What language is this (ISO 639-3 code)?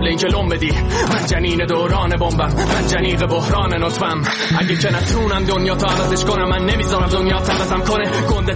fas